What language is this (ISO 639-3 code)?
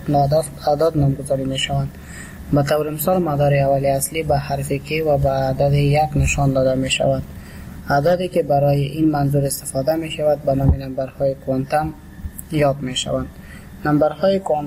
fas